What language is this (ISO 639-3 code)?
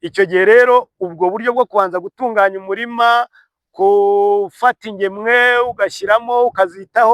kin